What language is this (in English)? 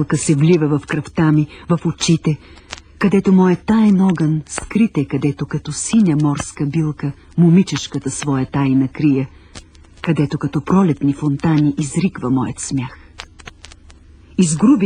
Bulgarian